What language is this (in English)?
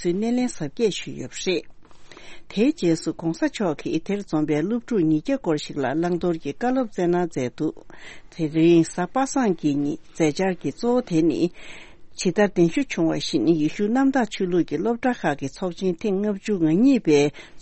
Tibetan